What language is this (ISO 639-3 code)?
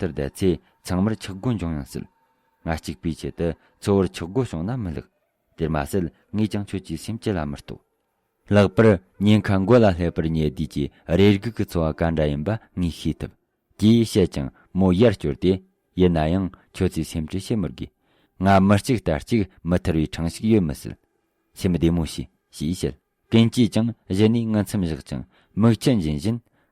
bod